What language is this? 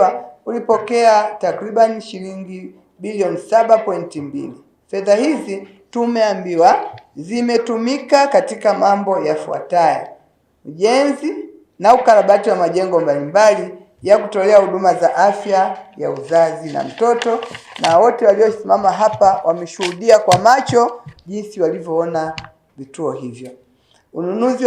Swahili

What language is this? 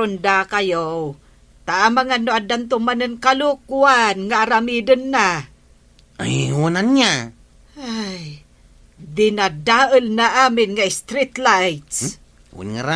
Iloko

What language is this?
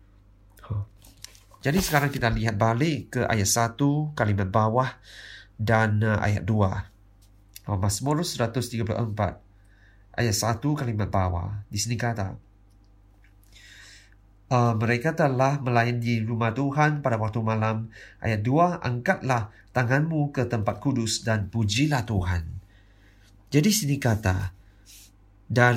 Malay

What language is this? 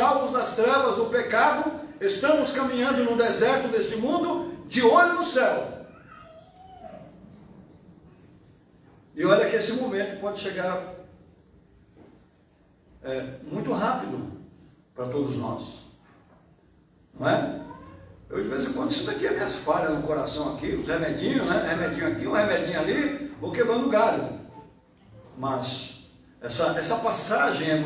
Portuguese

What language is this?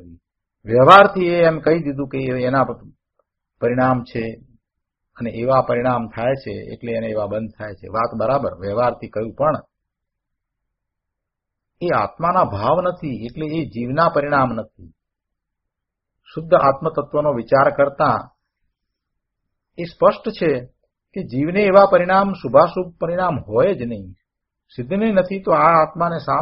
Gujarati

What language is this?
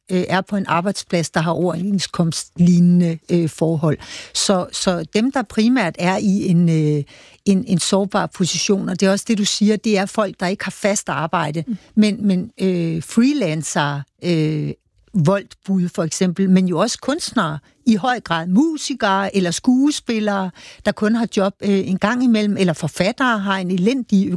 Danish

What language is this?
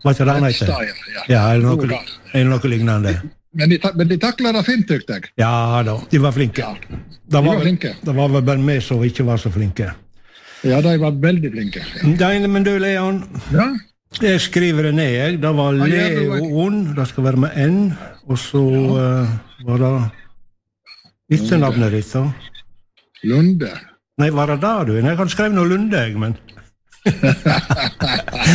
Norwegian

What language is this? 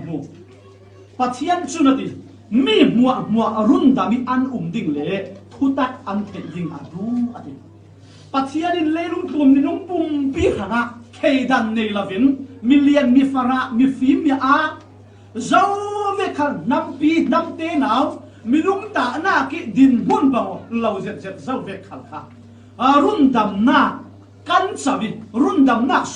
Falam Chin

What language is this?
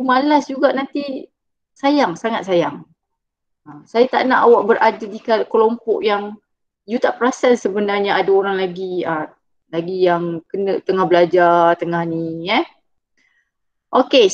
Malay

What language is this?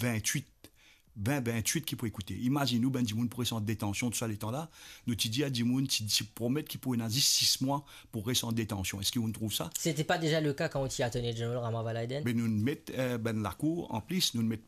Morisyen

